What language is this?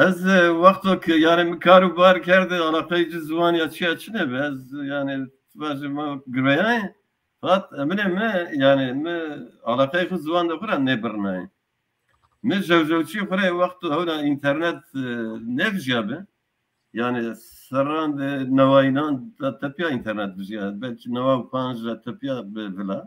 Zaza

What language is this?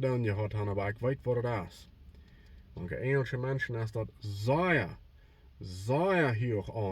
Plautdietsch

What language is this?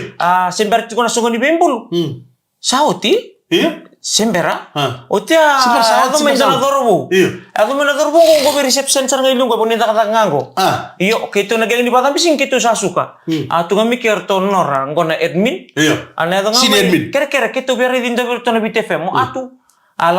Fijian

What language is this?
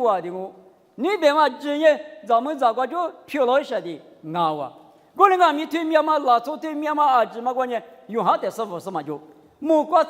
Lisu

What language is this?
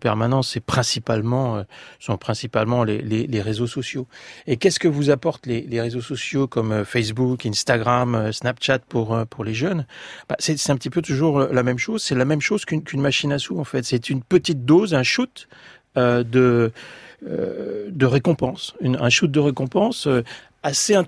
French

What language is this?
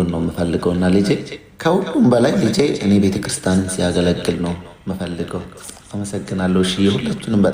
Amharic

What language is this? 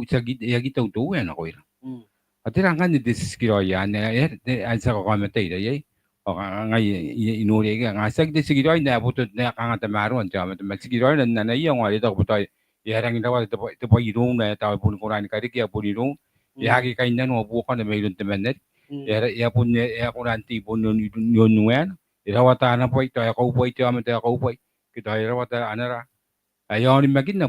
Gilbertese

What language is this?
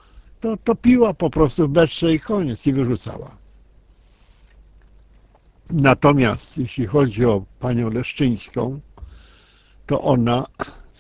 Polish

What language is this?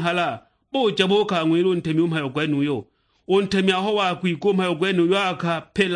Sukuma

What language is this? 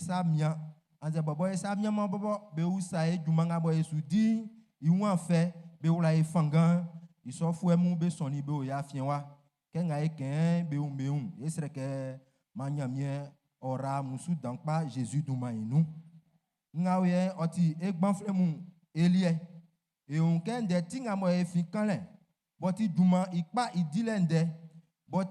Baoulé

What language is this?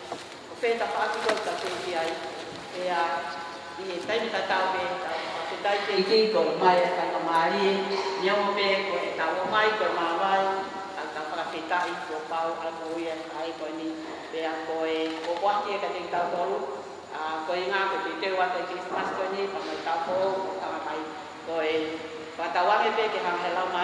Tongan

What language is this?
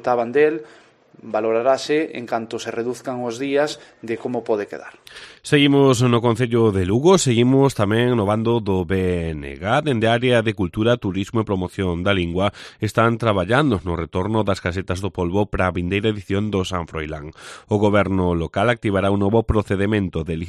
Galician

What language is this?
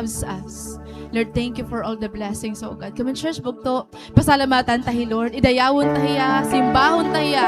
Waray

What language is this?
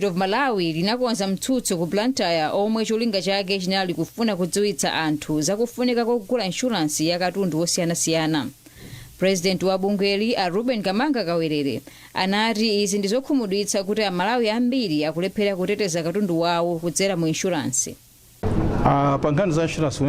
Nyanja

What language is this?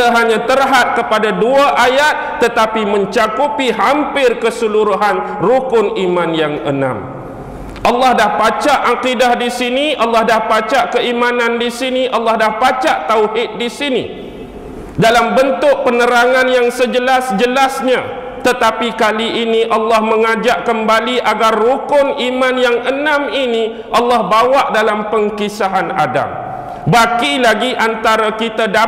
Malay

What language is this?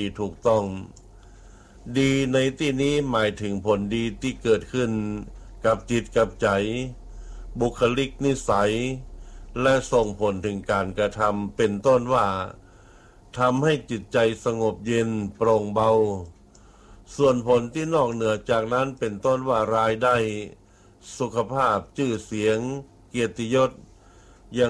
Thai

